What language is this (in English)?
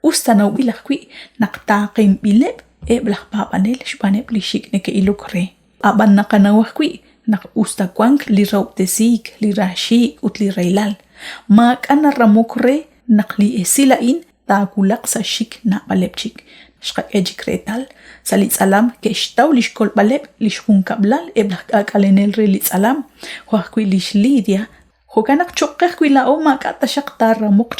Kekchí